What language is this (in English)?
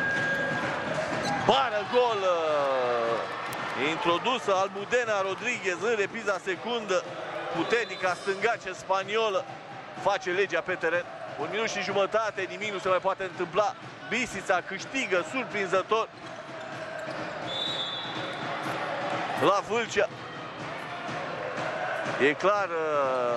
Romanian